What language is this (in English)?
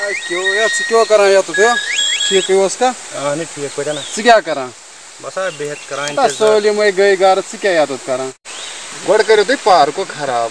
Kashmiri